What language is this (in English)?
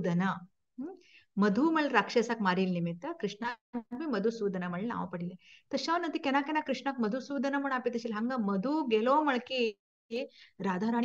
Konkani